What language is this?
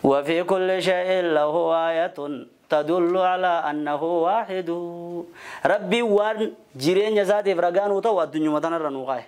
Oromo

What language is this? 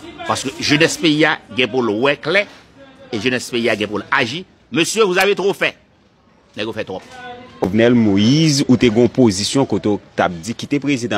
Haitian Creole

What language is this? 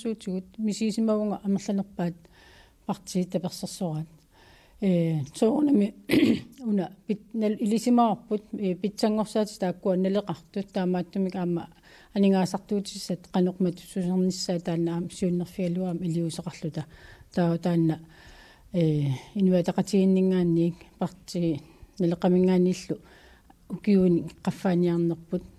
Kalaallisut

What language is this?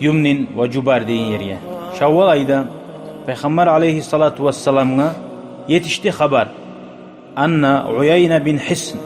Kumyk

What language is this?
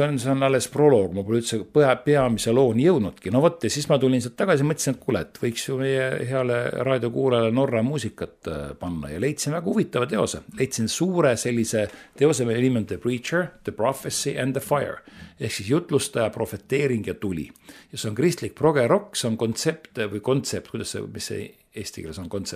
Estonian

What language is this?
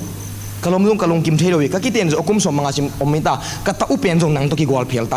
Tedim Chin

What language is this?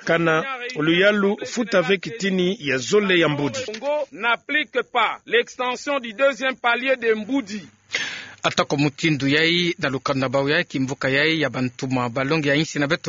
Kituba (Democratic Republic of Congo)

